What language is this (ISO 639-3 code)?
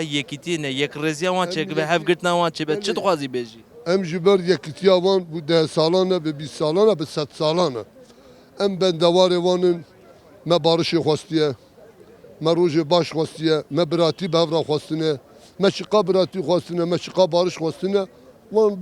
kur